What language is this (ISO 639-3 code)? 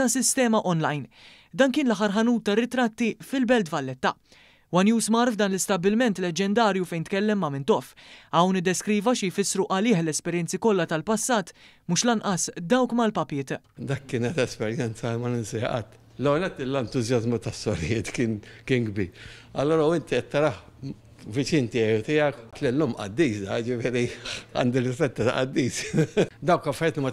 mlt